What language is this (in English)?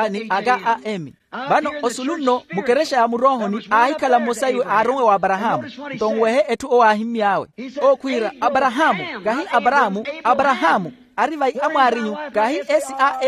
Makhuwa